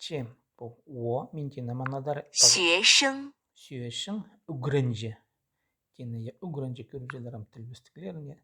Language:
Khakas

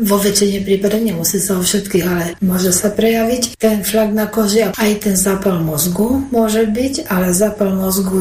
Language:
Slovak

